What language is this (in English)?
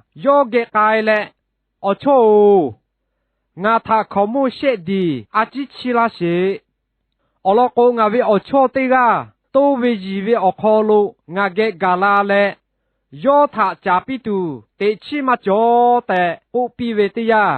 Lahu